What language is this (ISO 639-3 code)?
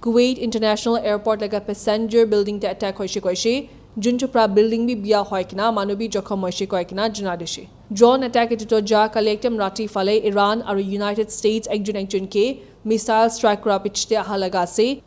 nag